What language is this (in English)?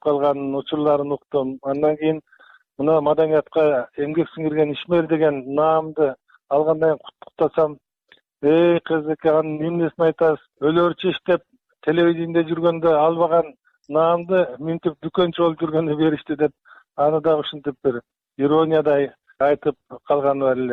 Kyrgyz